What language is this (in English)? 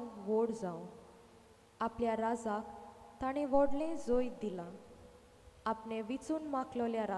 Konkani